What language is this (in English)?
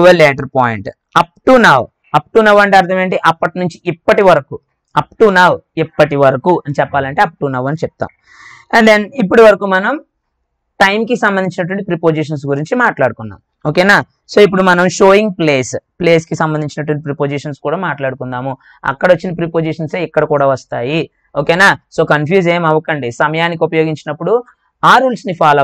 Telugu